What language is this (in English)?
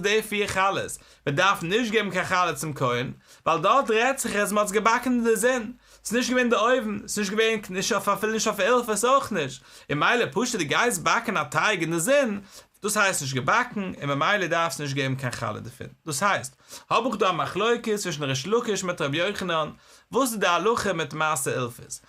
Yiddish